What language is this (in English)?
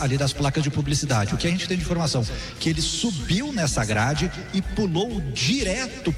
Portuguese